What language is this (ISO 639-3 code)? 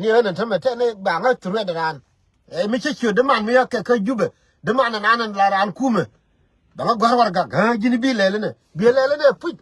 nus